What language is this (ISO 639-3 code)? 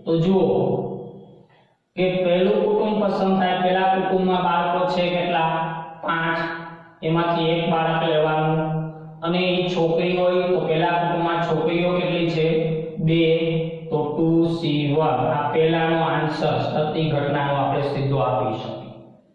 guj